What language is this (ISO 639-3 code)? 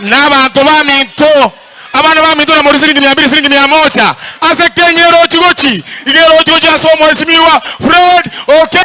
guz